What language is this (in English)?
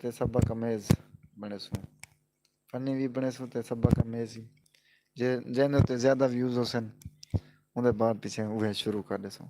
Saraiki